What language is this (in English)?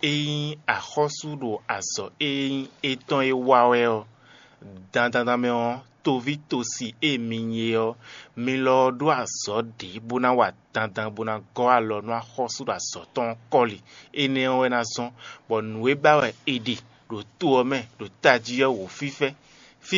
Fon